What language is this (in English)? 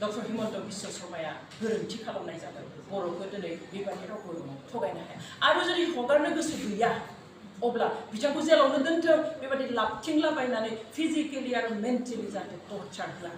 Bodo